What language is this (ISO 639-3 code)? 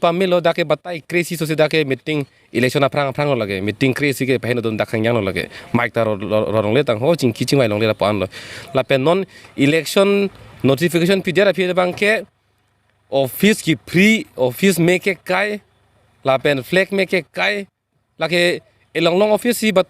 mjw